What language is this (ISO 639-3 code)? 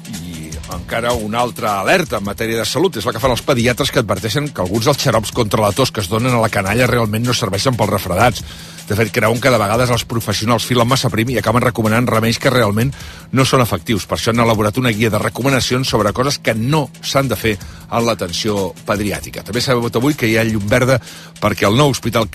cat